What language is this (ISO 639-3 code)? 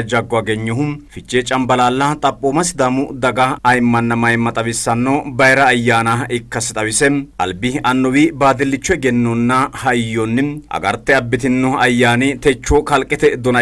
sid